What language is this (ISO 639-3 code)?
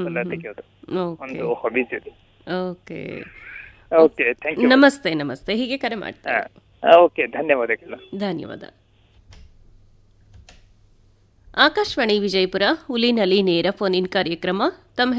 kan